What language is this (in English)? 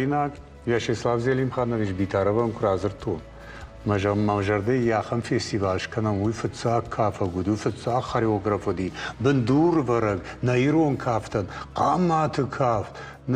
Ossetic